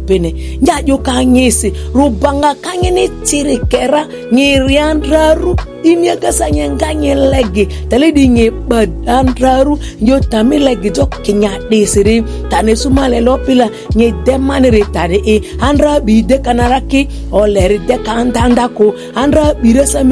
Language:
Ma'di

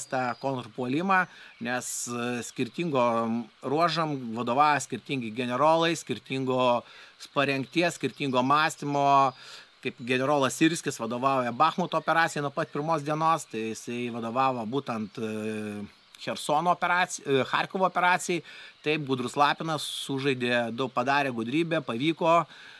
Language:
Lithuanian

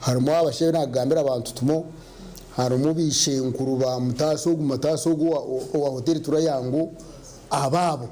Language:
Nyankole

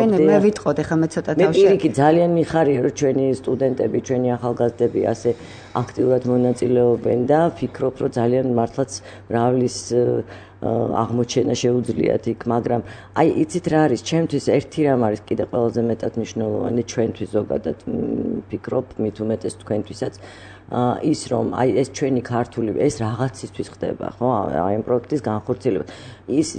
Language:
Georgian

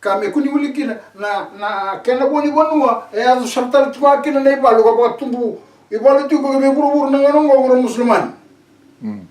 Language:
Fijian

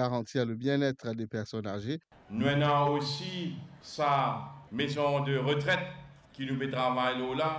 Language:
Morisyen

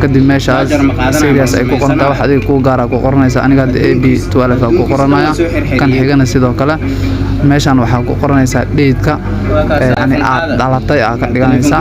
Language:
Somali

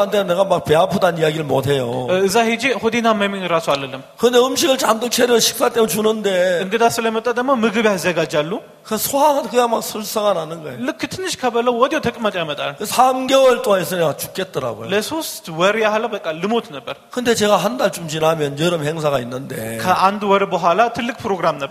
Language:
Korean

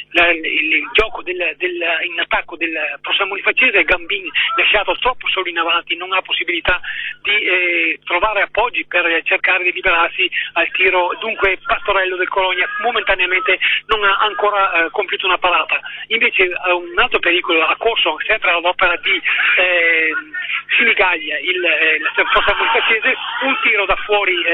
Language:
Italian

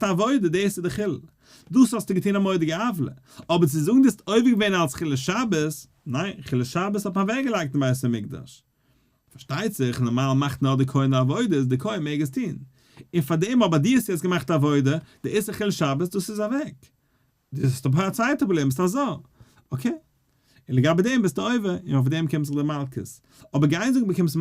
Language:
Yiddish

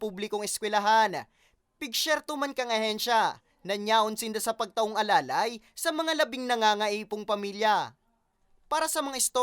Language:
Bikol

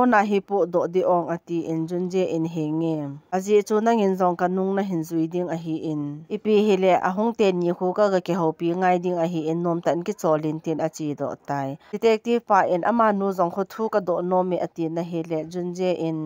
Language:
Thado Chin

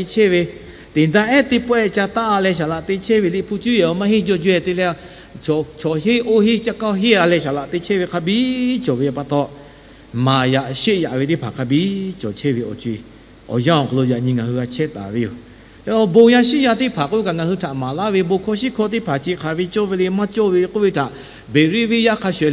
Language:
Lahu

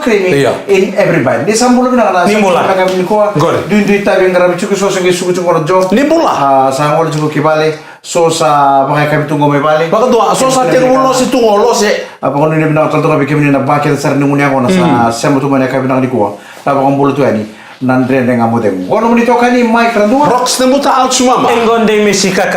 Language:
Fijian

